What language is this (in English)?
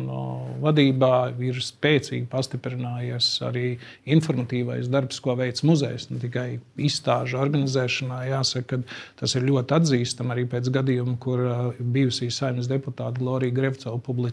Latvian